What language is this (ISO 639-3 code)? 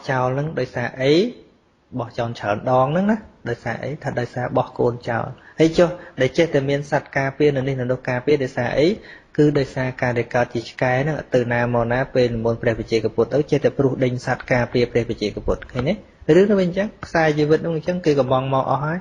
khm